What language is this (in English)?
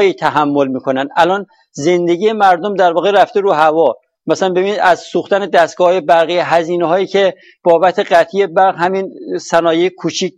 Persian